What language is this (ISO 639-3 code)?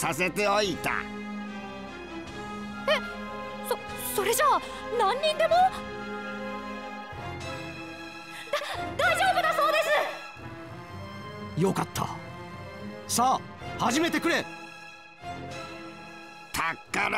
jpn